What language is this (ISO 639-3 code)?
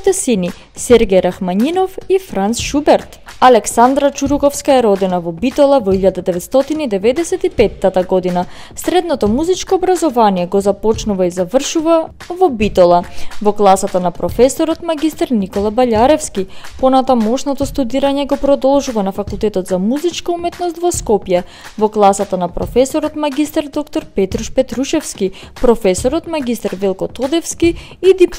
mkd